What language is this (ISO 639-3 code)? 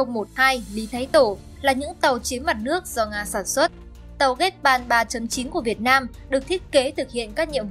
vie